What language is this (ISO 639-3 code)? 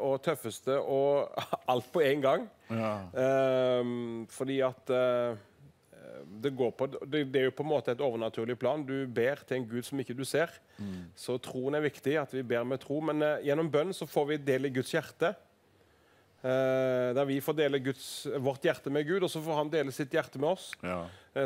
nor